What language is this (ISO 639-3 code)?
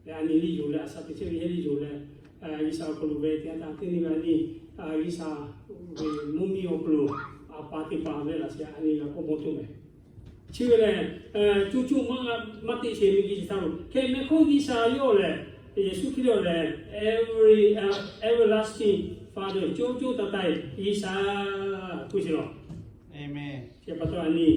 lhu